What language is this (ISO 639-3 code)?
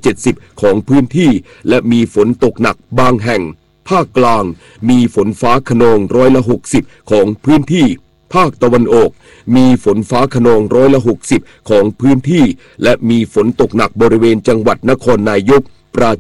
tha